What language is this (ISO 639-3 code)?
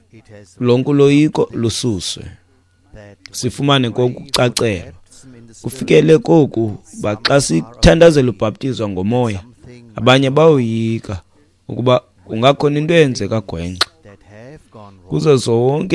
xho